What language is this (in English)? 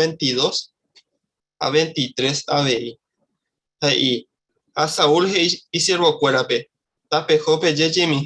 Guarani